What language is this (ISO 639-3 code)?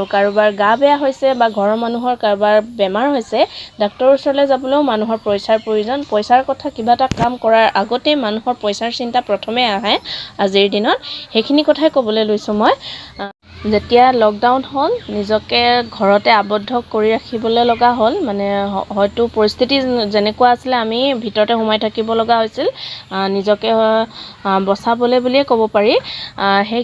asm